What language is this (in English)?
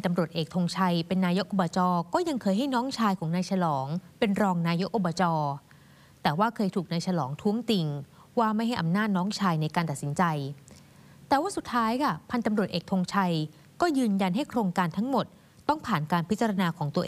Thai